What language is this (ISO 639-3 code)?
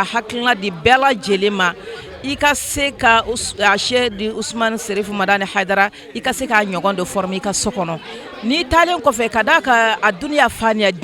bam